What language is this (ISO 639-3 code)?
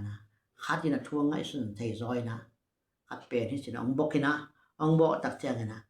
ctd